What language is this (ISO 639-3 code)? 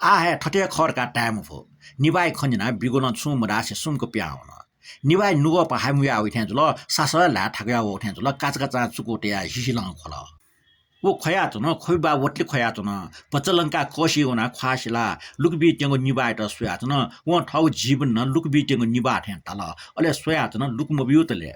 new